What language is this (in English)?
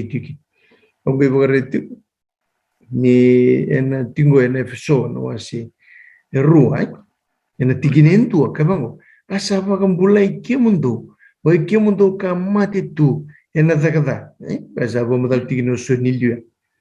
Fijian